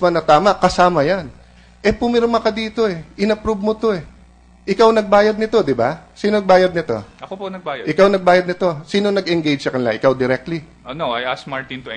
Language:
Filipino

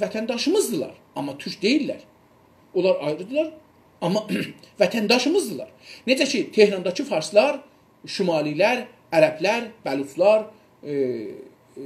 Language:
South Azerbaijani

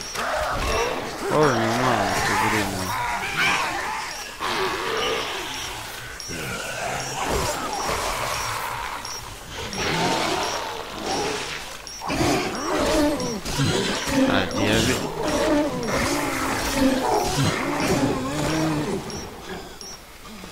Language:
Croatian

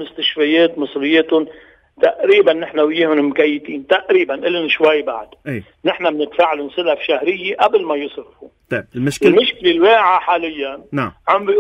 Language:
North Levantine Arabic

